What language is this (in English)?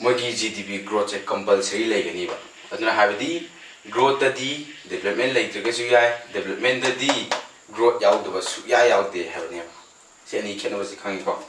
Manipuri